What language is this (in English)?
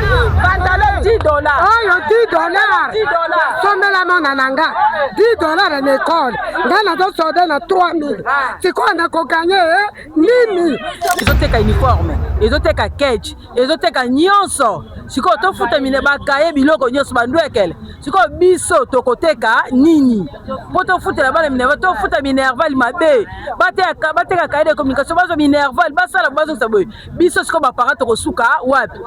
Lingala